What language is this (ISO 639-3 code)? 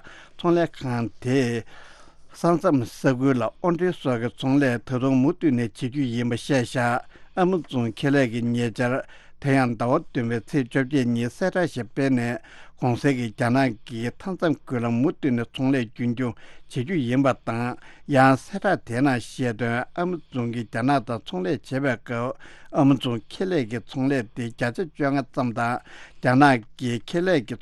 bod